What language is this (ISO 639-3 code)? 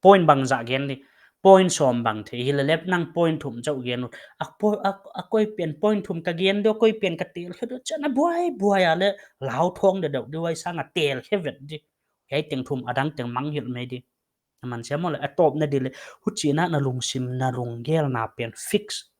pck